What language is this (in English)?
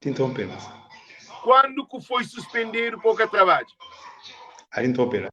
Kabuverdianu